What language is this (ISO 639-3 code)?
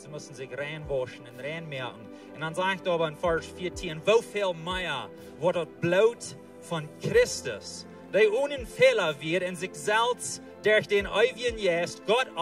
pdt